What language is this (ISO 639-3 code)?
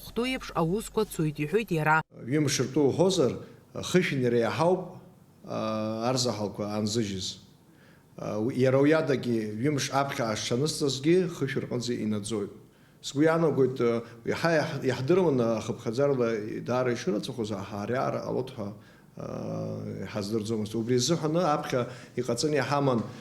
abk